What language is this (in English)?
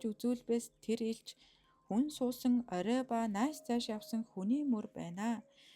Mongolian